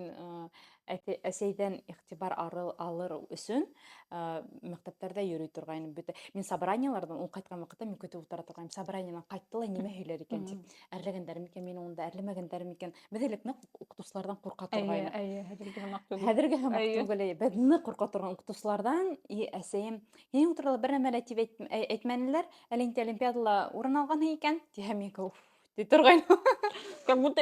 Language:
Bashkir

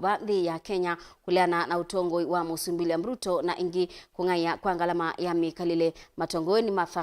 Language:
Kamba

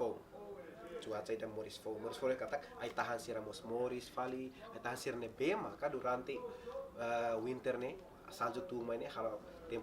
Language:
Tetum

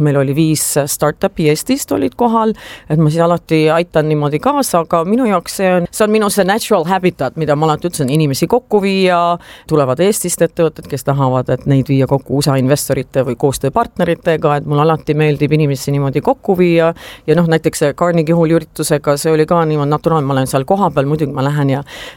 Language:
Estonian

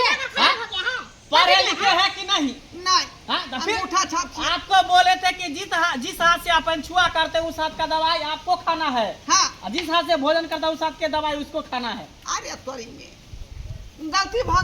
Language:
Maithili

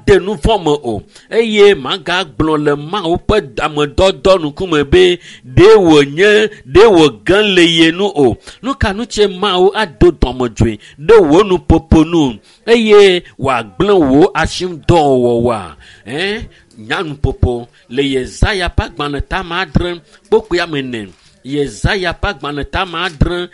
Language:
Ewe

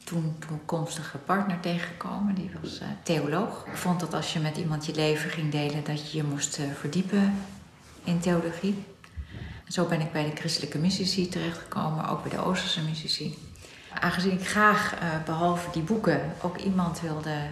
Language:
Dutch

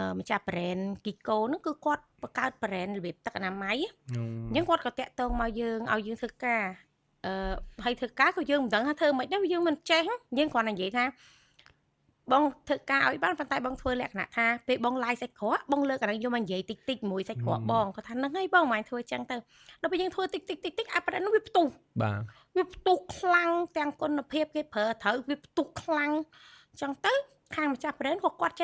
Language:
Khmer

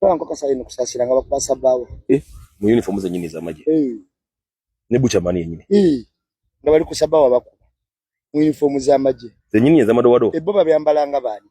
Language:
Ganda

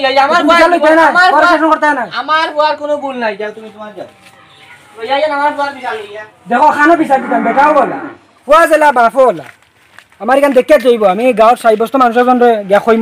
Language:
Sylheti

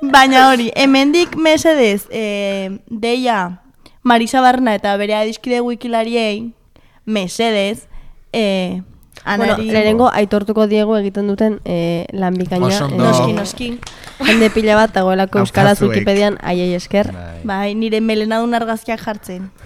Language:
Basque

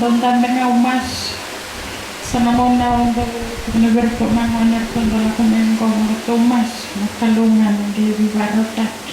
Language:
Fijian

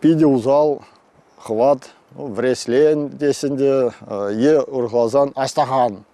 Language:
Chuvash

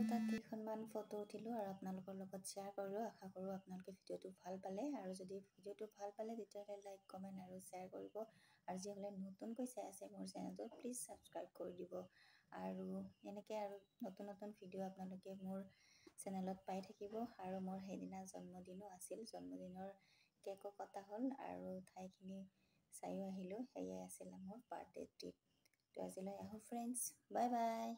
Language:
Assamese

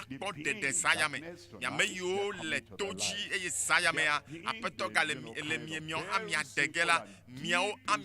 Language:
Ewe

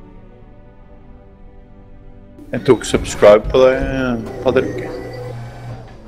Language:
Norwegian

